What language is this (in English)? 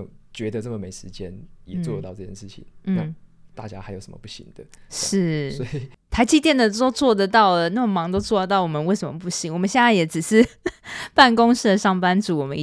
Chinese